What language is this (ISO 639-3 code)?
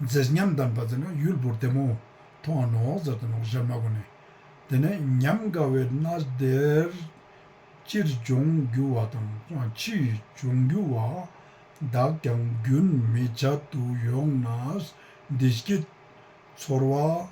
lbj